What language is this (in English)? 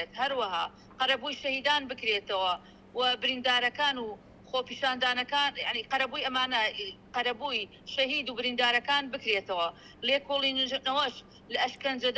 Central Kurdish